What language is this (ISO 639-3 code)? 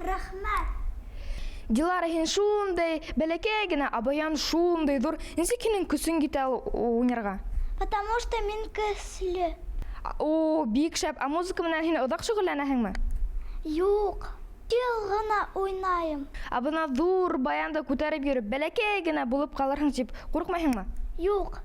bak